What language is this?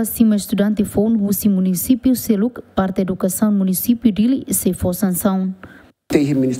Tetum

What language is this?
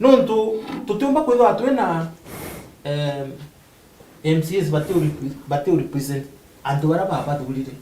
Meru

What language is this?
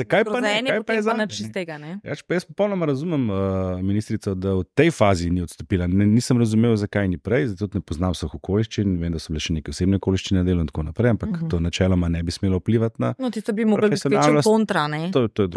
Slovenian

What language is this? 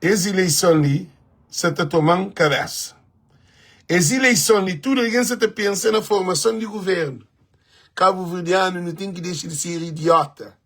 Kabuverdianu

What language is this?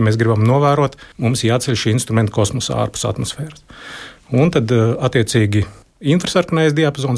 Latvian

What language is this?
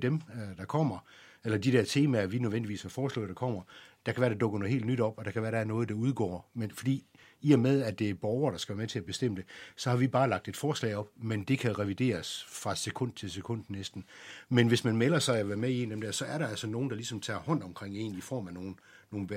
Danish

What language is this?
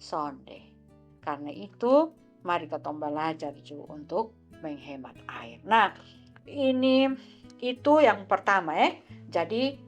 Kupang Malay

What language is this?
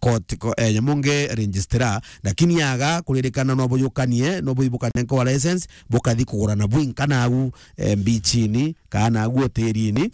Meru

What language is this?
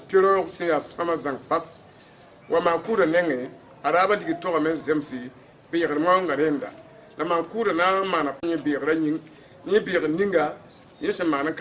Mossi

